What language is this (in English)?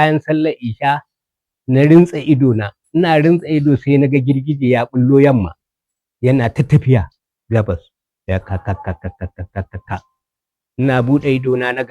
Hausa